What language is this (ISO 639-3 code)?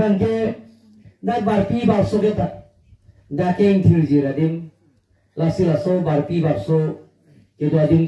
mjw